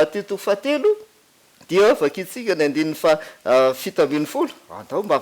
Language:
Malagasy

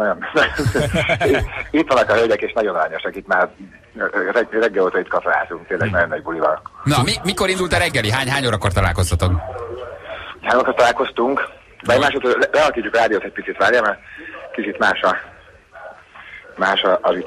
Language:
Hungarian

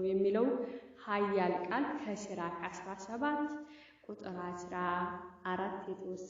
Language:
Amharic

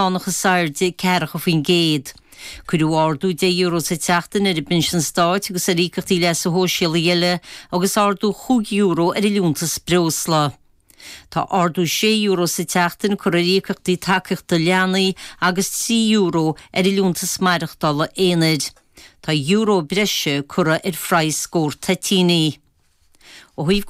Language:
Irish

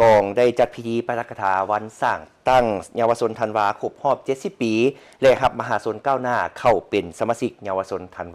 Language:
Lao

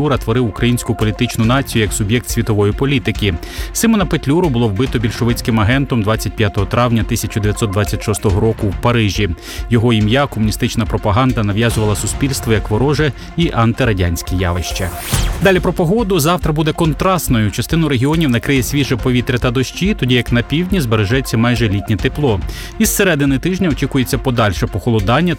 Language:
Ukrainian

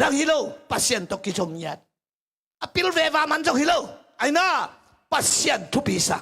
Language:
Tedim Chin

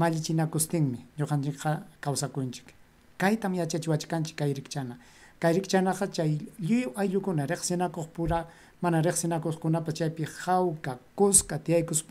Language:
Ayacucho Quechua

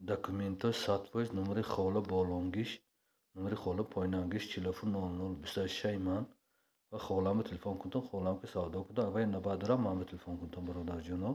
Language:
Tajik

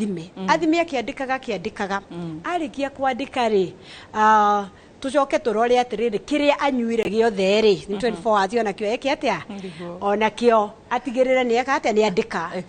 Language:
Kikuyu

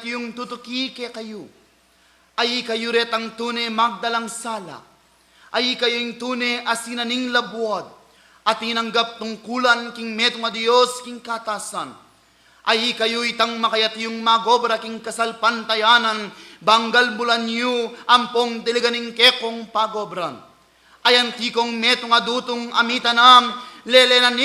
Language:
Pampanga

